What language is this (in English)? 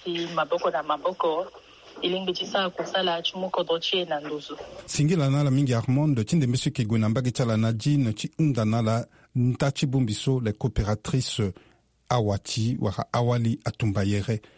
Sango